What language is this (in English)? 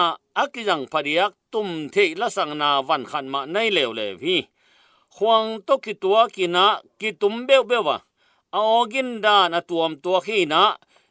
Tedim Chin